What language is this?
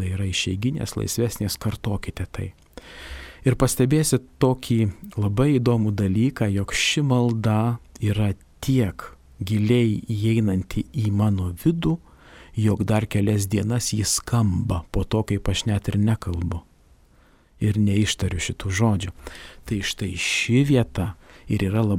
Lithuanian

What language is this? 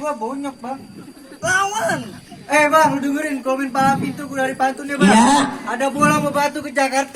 Betawi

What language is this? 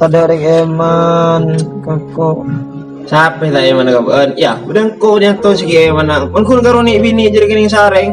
Madurese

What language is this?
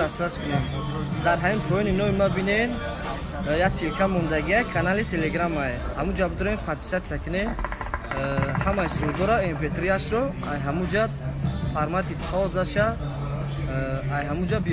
Tajik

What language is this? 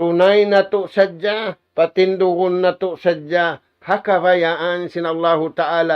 Tausug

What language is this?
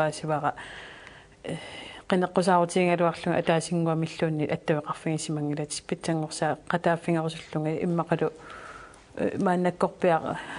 Kalaallisut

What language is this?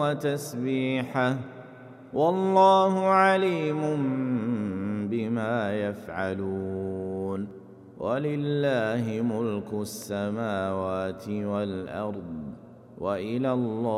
Arabic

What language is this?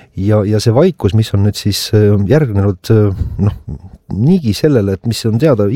Estonian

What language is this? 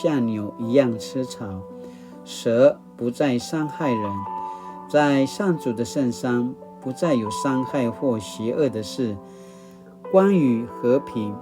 Paiwan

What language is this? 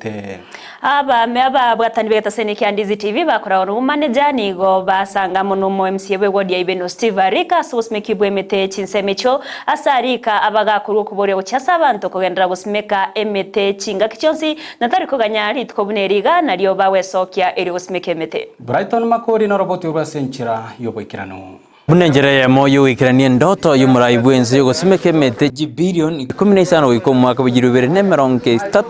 Gusii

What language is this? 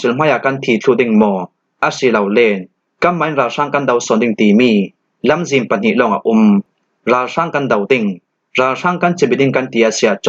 Falam Chin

